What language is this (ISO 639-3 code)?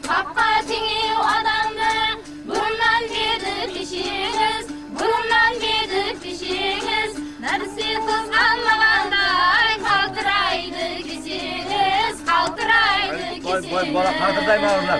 kaa